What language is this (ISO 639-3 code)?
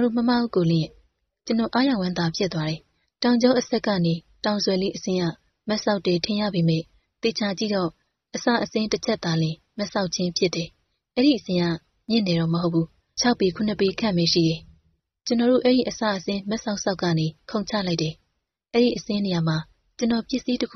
mya